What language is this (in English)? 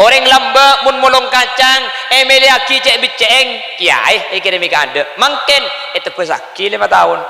Madurese